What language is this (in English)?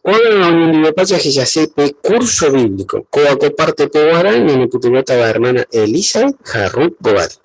Guarani